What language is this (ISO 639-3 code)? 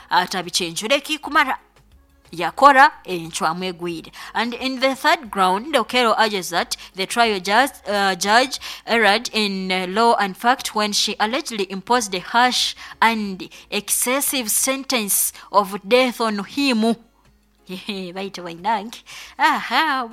nyo